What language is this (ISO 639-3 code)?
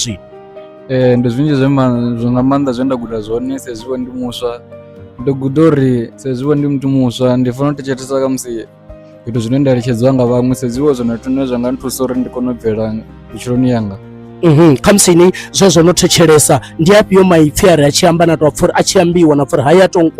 ven